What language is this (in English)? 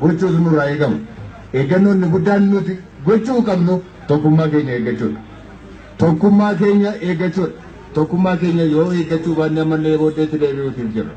Oromo